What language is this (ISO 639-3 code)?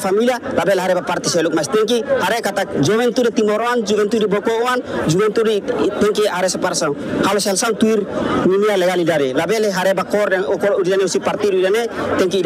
tet